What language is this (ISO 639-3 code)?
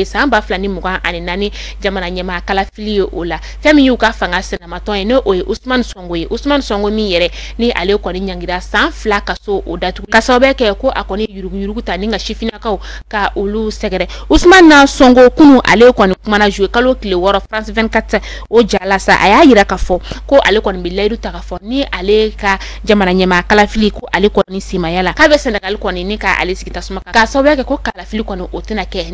bam